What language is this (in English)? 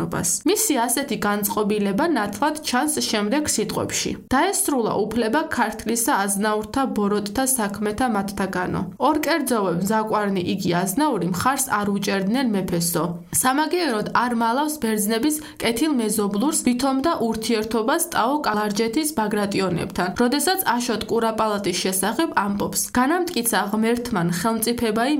Georgian